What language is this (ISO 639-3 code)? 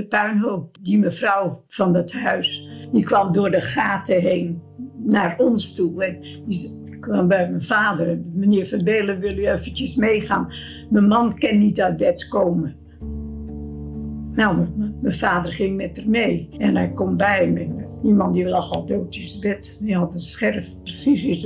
nld